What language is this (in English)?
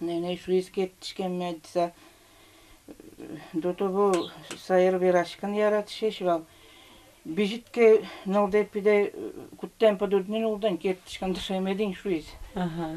Udmurt